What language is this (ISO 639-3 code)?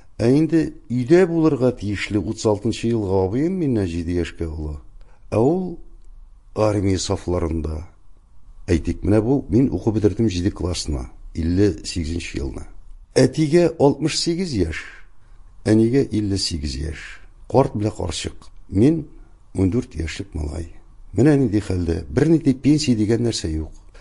tat